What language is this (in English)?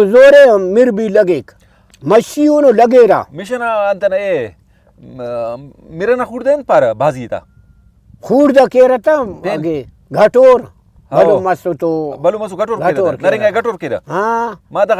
Brahui